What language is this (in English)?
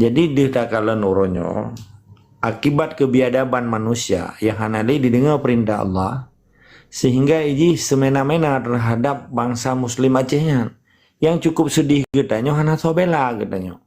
Achinese